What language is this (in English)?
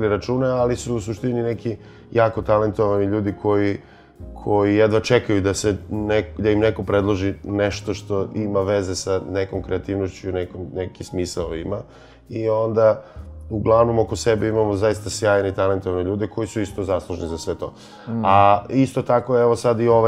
Serbian